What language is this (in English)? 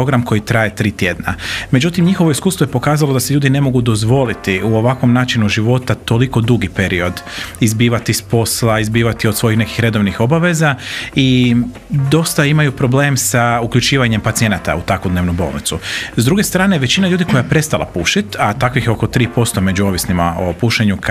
Croatian